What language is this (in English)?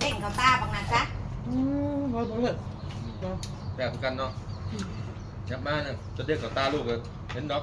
Northeastern Thai